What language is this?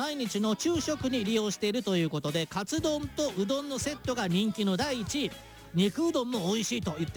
Japanese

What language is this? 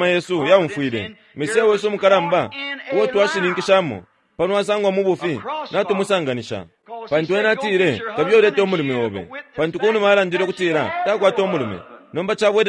Bemba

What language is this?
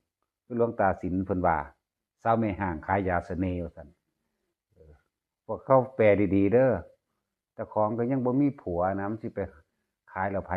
Northeastern Thai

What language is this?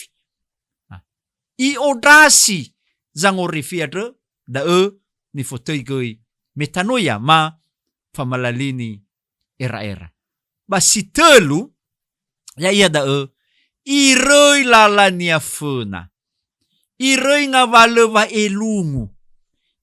Nias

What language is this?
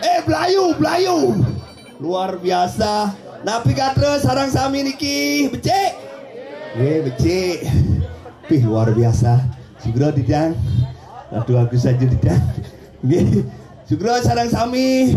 Balinese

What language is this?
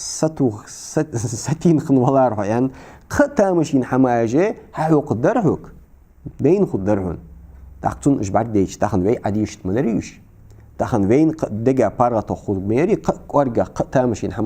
Ingush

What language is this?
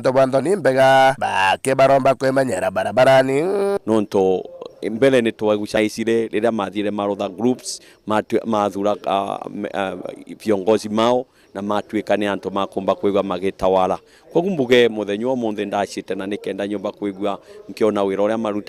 Meru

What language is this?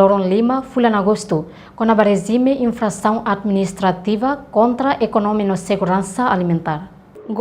Tetum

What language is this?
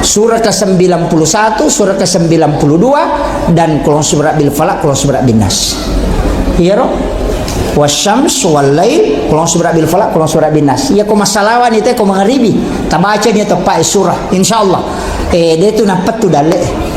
Buginese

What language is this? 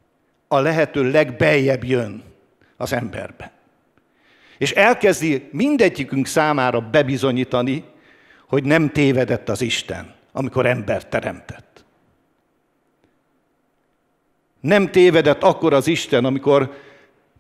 Hungarian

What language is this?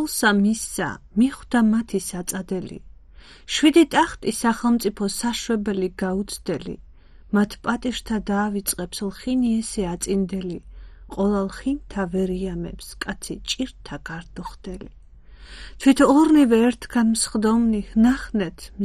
Georgian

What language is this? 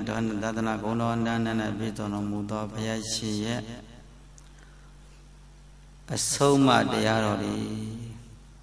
Burmese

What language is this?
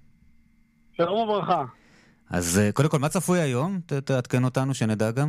Hebrew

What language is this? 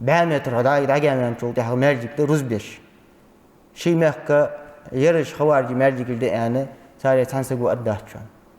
Ingush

